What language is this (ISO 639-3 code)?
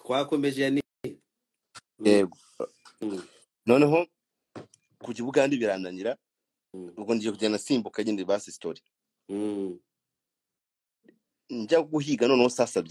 kin